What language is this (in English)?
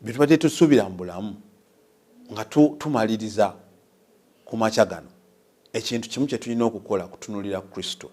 Ganda